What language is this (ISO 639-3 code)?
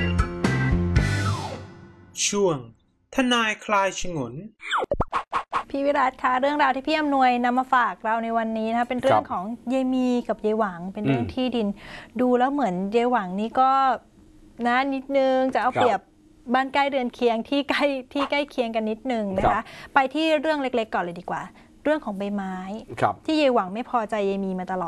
tha